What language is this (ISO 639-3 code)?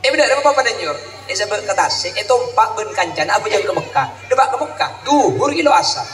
mad